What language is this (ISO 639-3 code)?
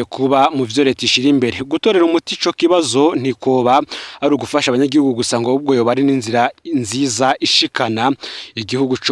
run